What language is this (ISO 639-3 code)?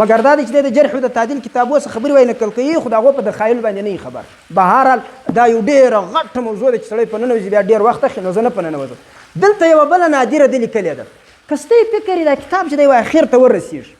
pus